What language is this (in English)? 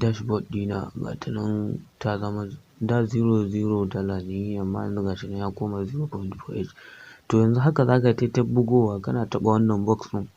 Hausa